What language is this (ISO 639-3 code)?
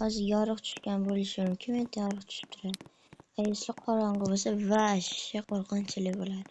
uzb